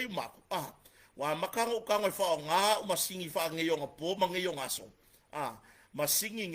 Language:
Samoan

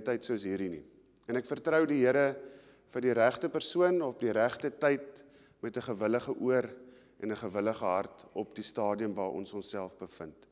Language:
Afrikaans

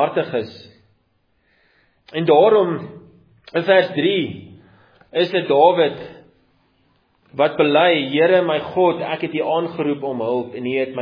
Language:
Afrikaans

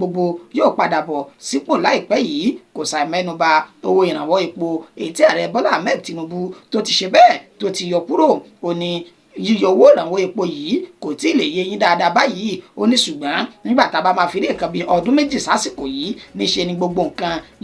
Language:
Yoruba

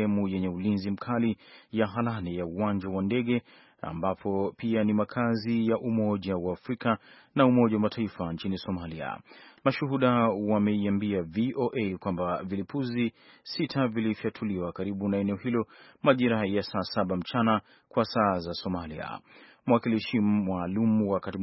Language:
Swahili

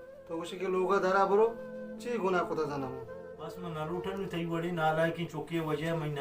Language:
Baluchi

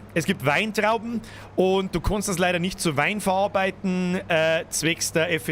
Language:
Bavarian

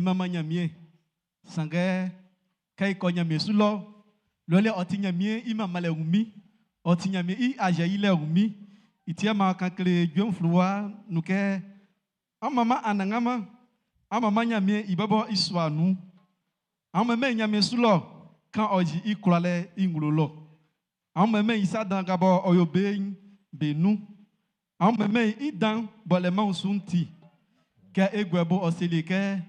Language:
Baoulé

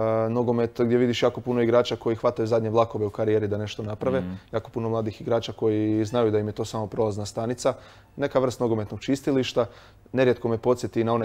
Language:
Croatian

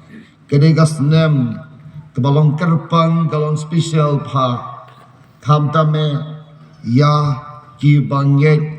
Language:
Khasi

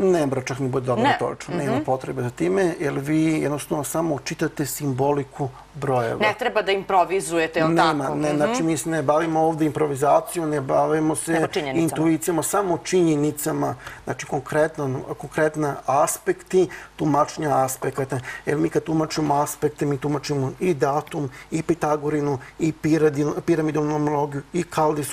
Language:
Serbian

